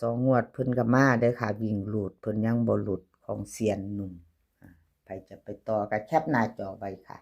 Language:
Northeastern Thai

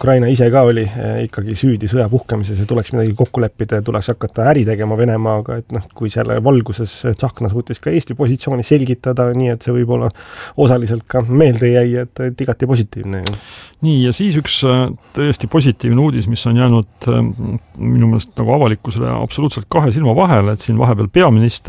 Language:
Estonian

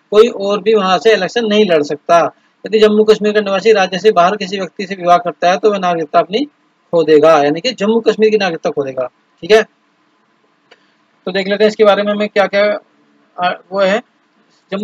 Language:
Hindi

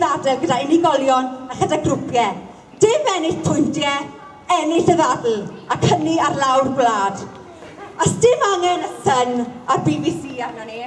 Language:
Welsh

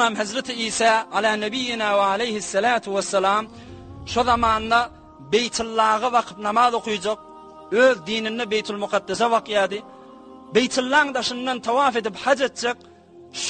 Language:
Turkmen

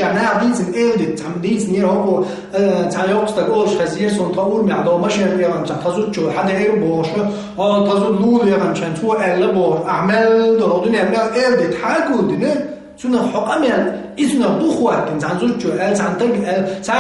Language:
Chechen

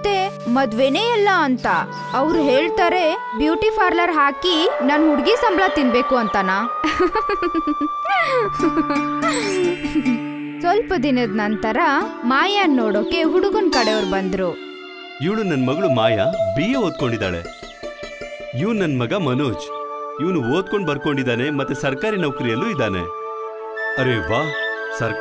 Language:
Kannada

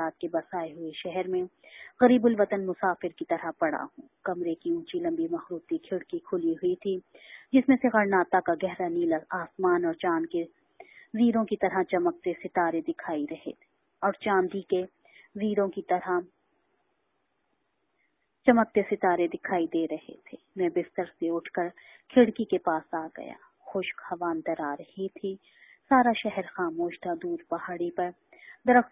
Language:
Urdu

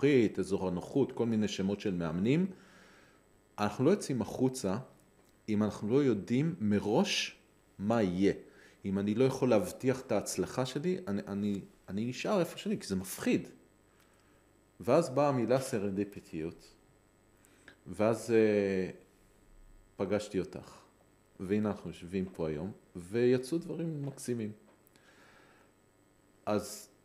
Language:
Hebrew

